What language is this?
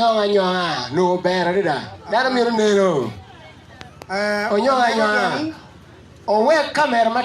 Acoli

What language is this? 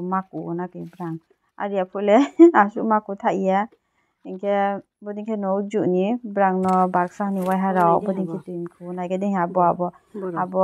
Riang (India)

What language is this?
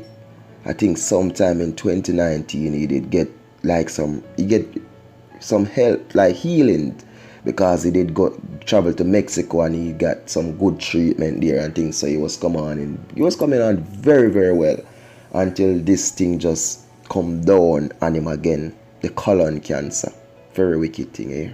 Jamaican Creole English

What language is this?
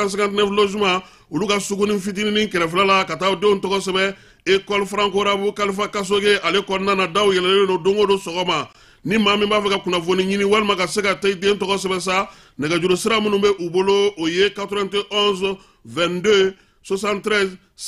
Bambara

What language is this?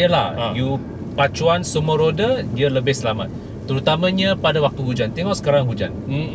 Malay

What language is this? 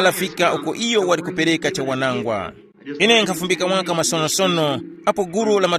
Tumbuka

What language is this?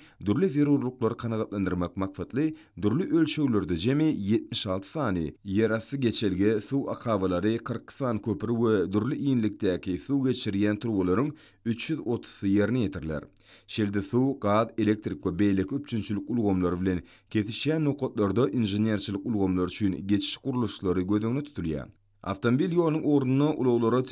Turkmen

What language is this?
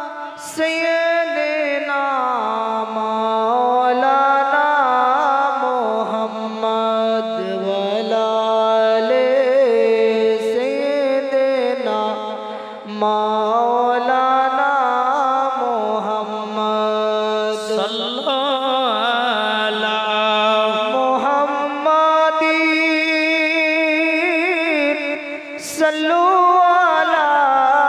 Bangla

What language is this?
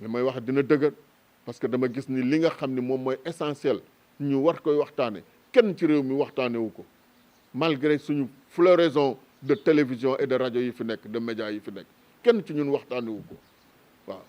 Wolof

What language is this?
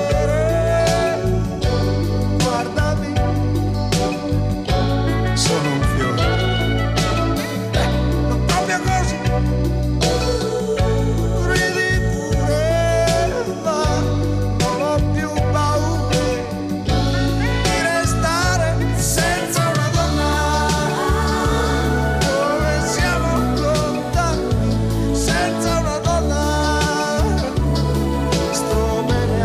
Italian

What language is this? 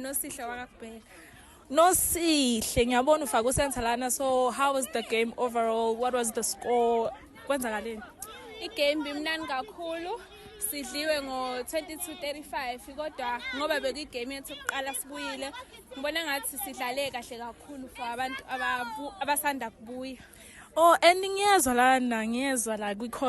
Zulu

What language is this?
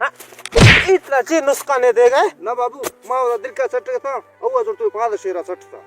Baluchi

